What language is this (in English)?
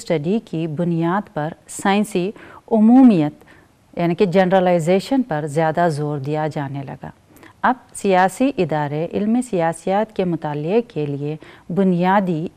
Urdu